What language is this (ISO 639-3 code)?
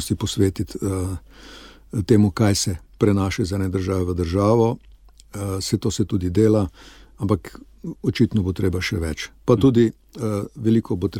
slv